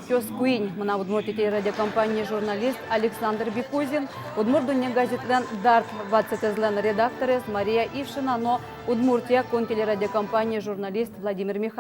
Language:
Udmurt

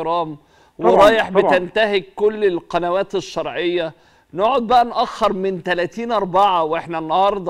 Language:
Egyptian Arabic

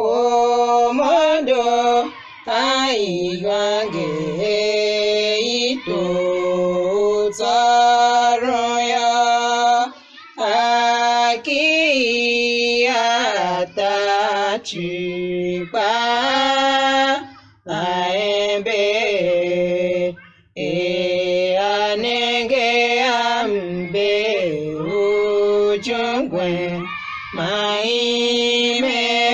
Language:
Tiv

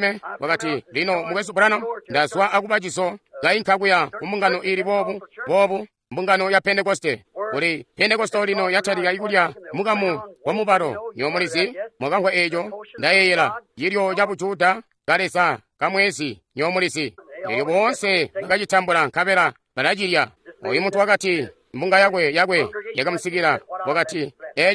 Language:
Tonga (Zambia)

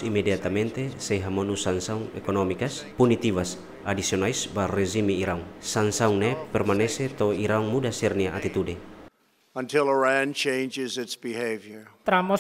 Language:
Tetum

